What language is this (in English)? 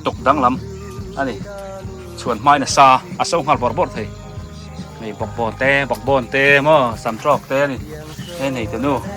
Biete